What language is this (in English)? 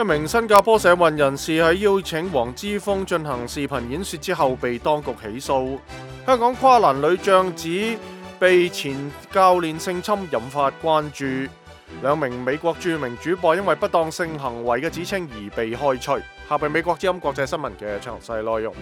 Cantonese